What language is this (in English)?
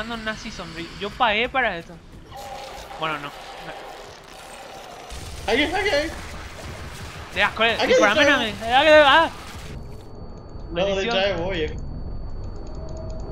Spanish